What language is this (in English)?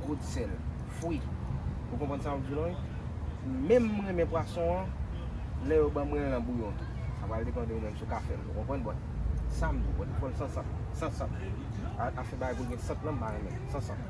Haitian Creole